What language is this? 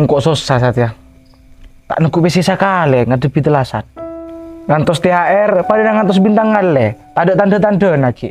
Madurese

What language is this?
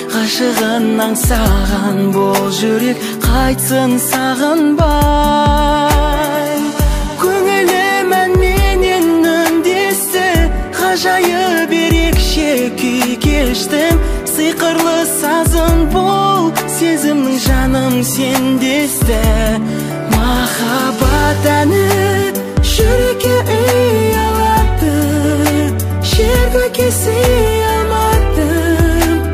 Kazakh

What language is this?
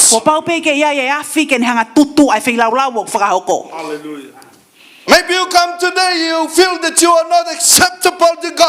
Tongan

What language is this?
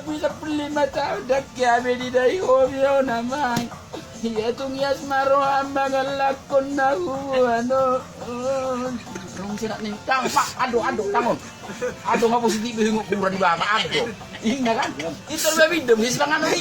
Batak Toba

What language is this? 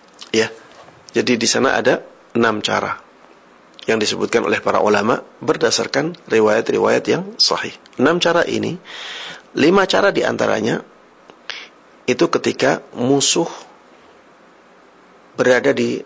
Indonesian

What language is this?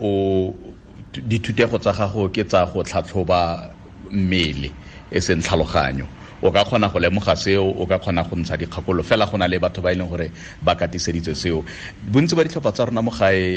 Tswana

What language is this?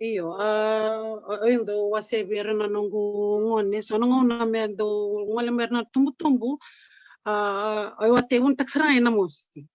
Fijian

